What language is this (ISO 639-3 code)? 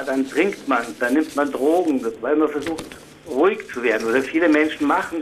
deu